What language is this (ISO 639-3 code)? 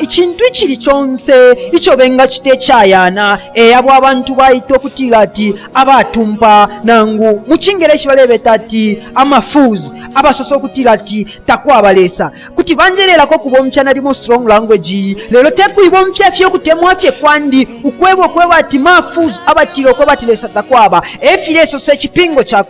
bem